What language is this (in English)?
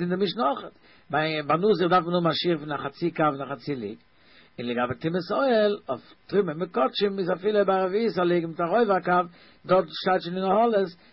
Yiddish